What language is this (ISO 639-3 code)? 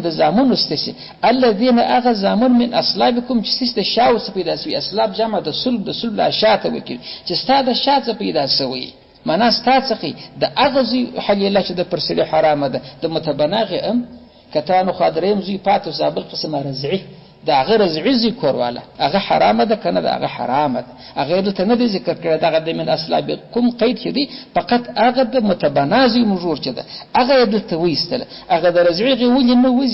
pus